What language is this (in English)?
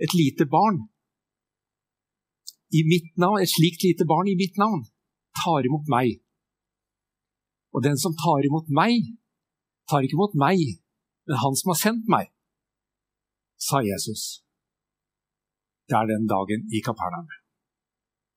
Norwegian